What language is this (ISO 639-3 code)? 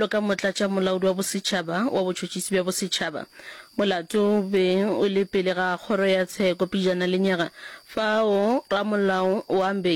nso